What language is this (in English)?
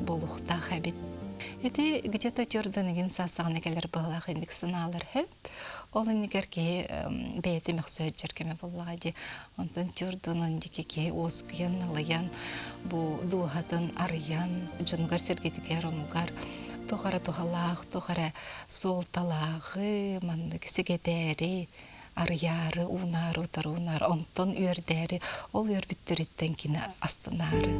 Yakut